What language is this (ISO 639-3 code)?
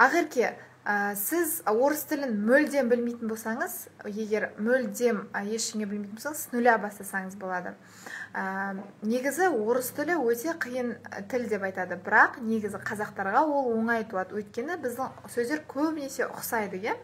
kaz